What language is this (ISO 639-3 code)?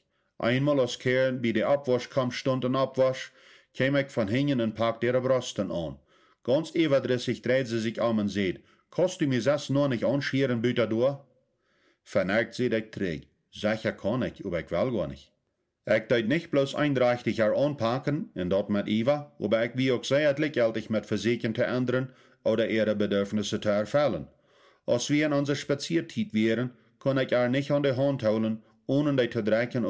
pdt